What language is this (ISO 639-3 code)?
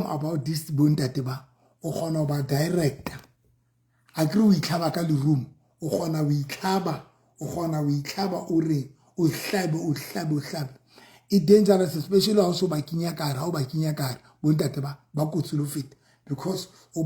sot